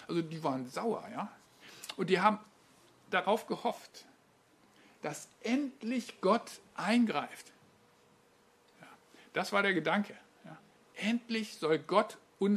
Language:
German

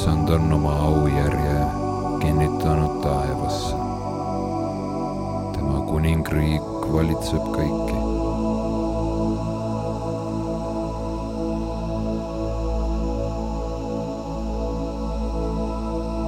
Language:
Estonian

